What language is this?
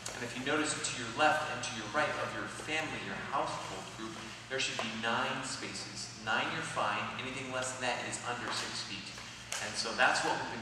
English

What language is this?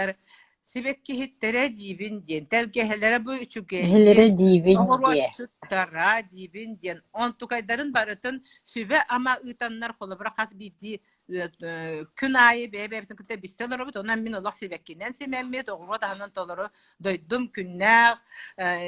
Yakut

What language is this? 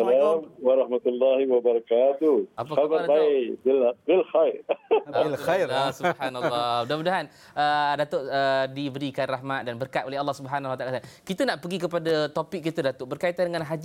Malay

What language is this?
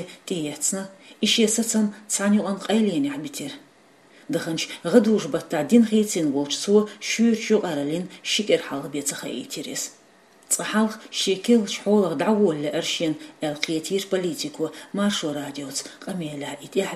Chechen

